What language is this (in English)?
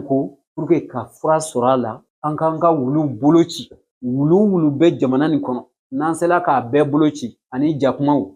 Bambara